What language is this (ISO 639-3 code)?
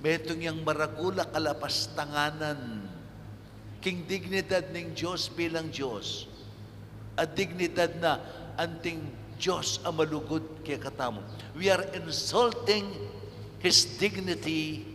pam